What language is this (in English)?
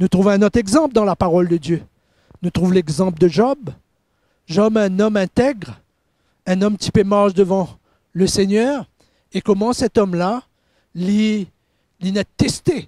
Morisyen